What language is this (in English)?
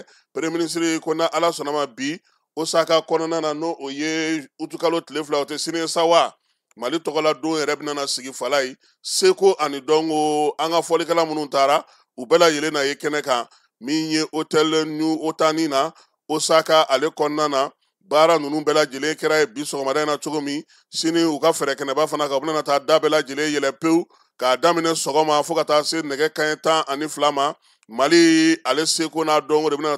Bambara